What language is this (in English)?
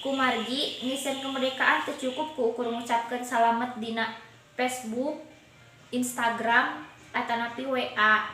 Sundanese